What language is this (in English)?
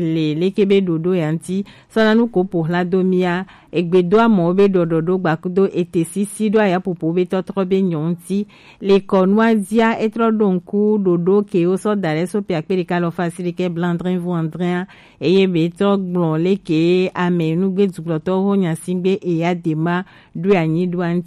Gen